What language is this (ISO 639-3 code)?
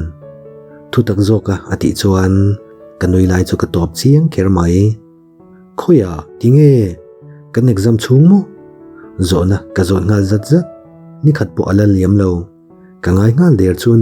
lus